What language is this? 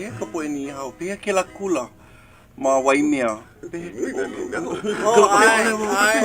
Hawaiian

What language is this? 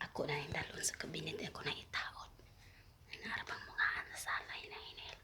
Cebuano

